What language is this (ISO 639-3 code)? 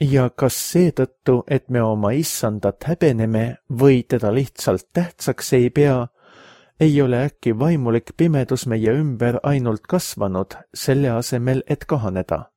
est